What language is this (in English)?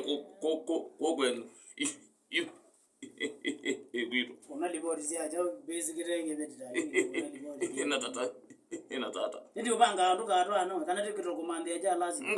Kamba